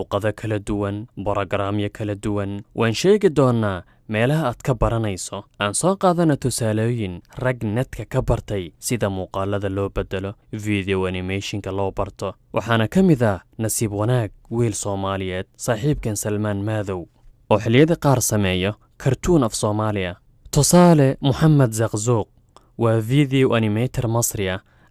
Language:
Somali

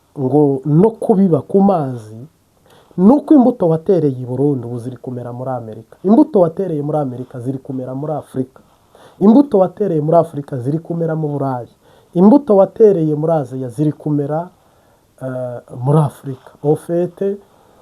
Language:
Kinyarwanda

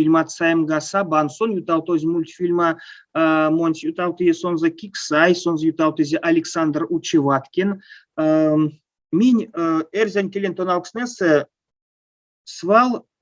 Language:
Erzya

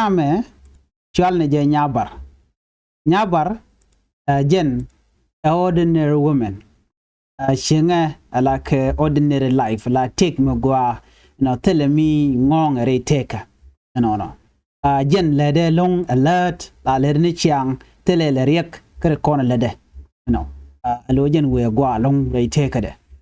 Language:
Nuer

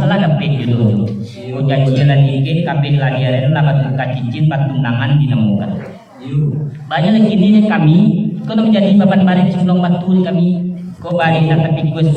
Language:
Minangkabau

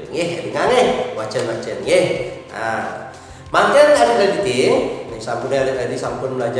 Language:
Balinese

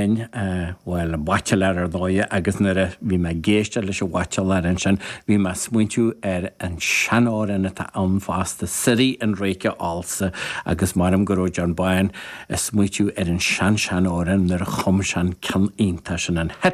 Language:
Irish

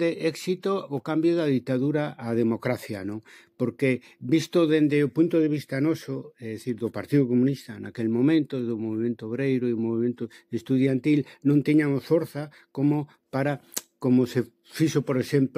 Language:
Galician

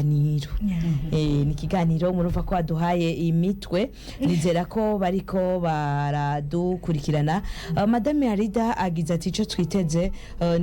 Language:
Rundi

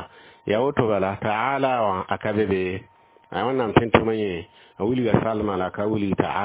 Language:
Mossi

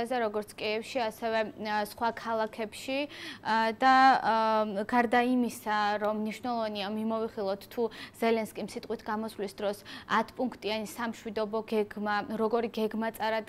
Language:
Georgian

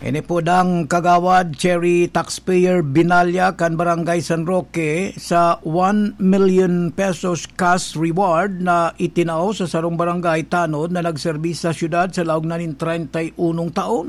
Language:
Bikol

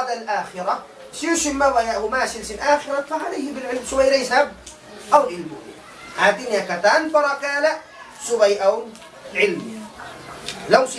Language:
Tausug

